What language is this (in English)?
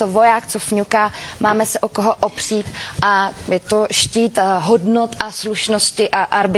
Czech